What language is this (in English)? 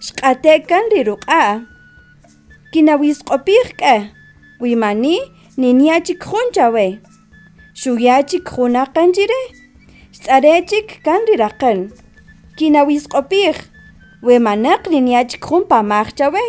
Kaqchikel